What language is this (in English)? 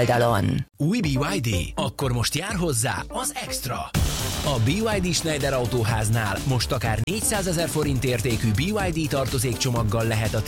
Hungarian